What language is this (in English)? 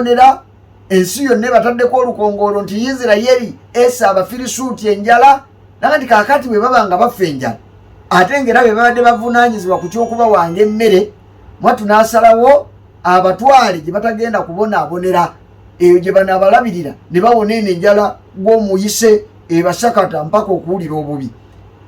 Ganda